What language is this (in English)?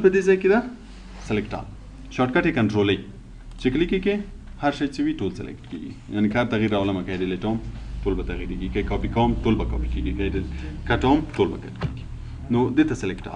Pashto